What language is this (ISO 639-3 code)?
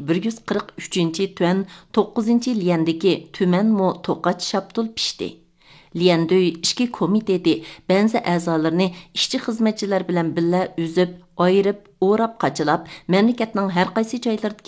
uig